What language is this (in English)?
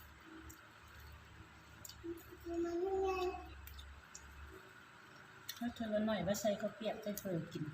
Lao